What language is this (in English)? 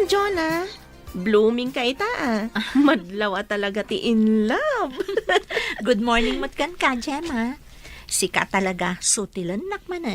Iloko